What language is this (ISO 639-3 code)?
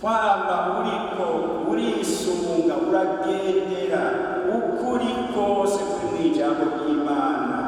run